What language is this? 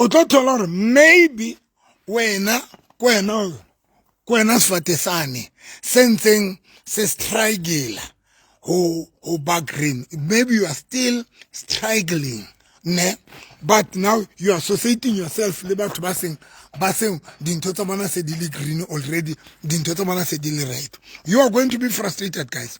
Southern Sotho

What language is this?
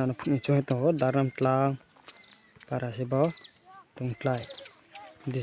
Riang (India)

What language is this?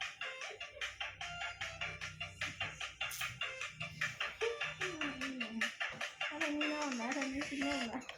Lao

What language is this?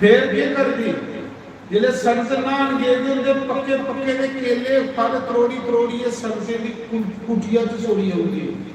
Dogri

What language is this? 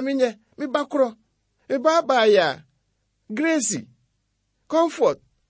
Akan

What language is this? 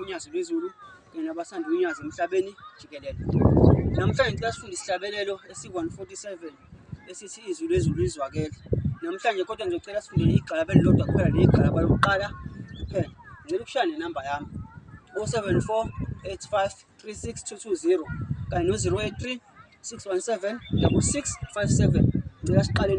Zulu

